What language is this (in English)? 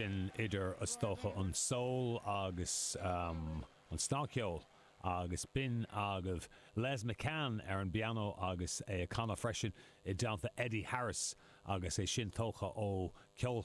Irish